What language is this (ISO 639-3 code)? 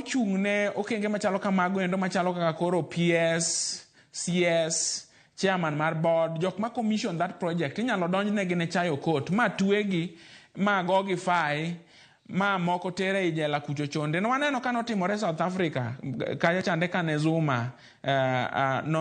luo